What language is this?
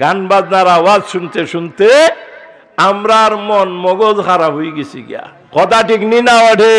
Sylheti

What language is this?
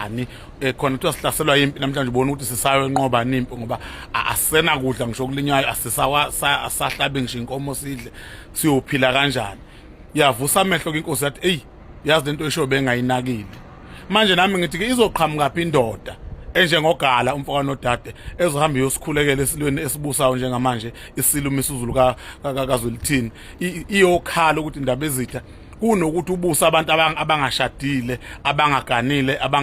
Zulu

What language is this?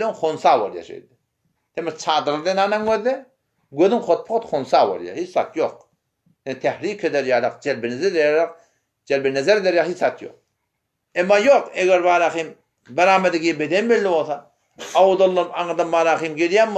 Turkmen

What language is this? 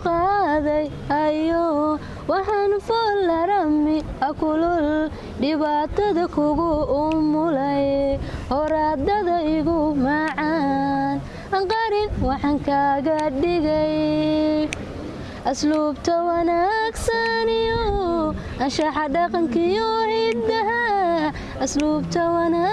Somali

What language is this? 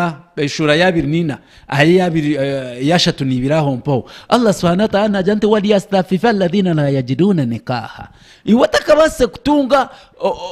Nyankole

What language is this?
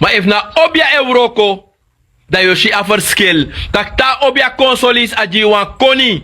Sranan Tongo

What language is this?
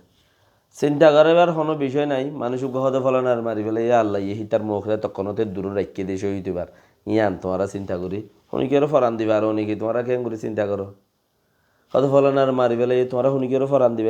Rohingya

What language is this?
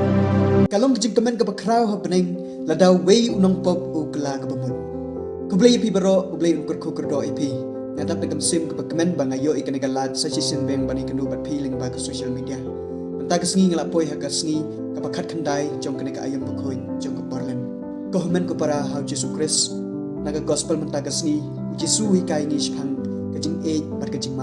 Khasi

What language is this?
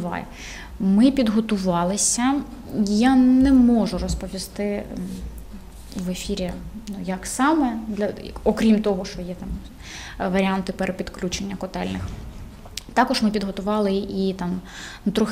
Ukrainian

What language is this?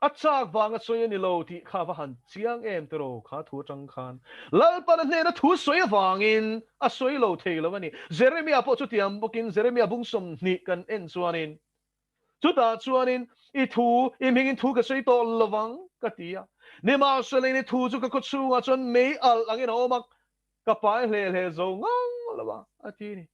Mizo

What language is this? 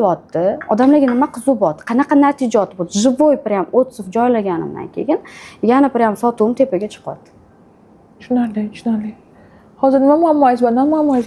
Uzbek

